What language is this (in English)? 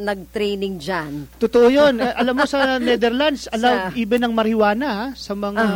Filipino